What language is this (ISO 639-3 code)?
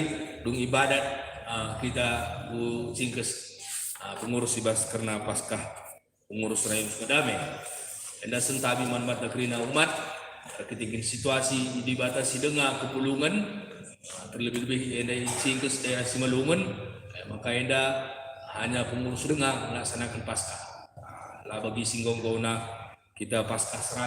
btx